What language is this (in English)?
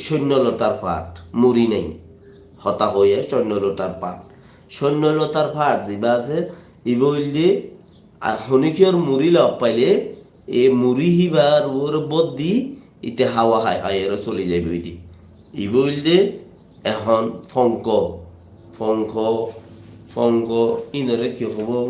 Rohingya